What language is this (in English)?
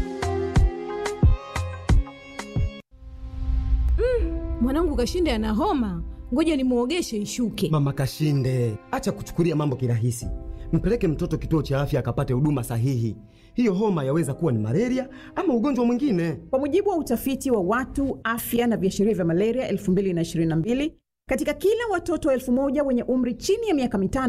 Swahili